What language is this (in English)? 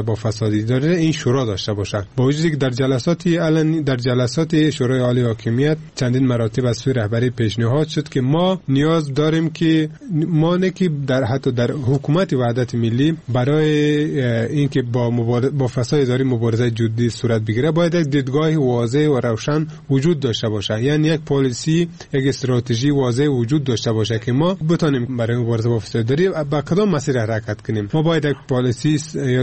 Persian